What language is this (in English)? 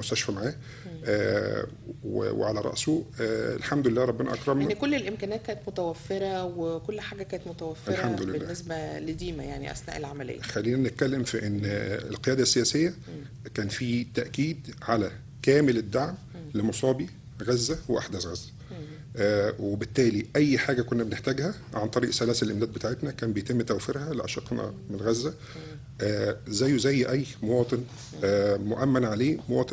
Egyptian Arabic